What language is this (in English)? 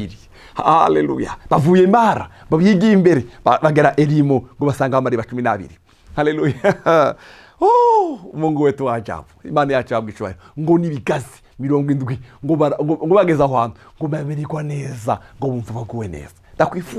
Rundi